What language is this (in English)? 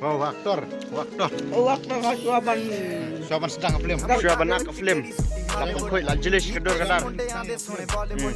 Khasi